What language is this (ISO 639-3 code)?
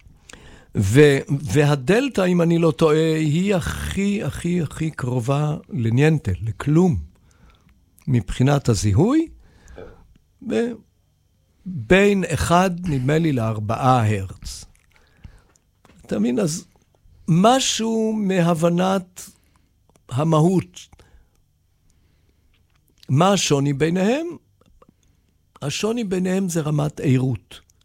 heb